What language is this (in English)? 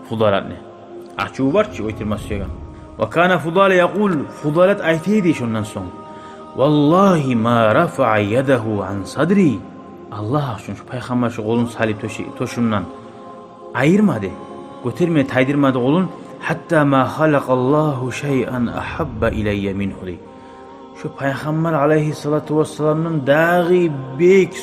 Kumyk